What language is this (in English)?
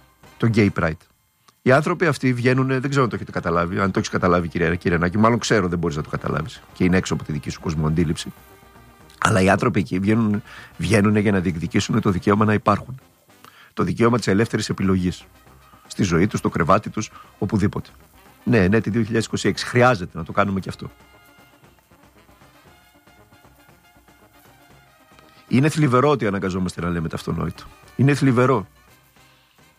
Greek